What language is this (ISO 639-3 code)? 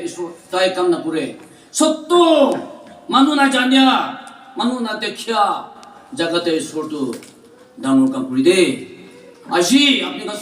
nag